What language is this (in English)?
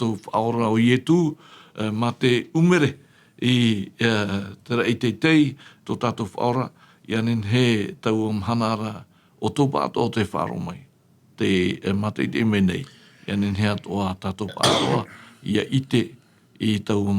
Tahitian